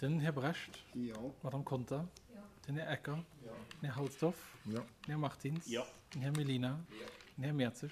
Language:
Luxembourgish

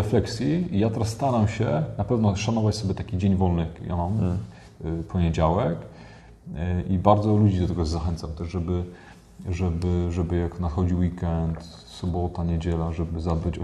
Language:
Polish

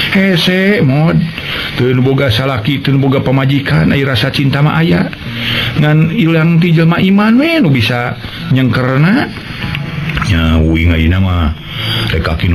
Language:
Sundanese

